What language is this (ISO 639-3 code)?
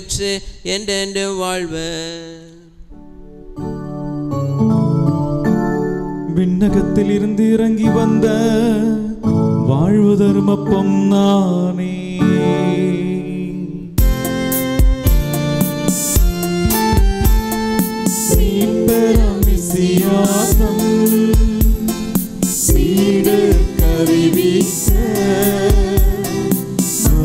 tam